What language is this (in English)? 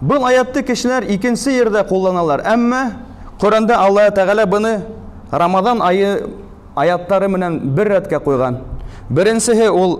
Bashkir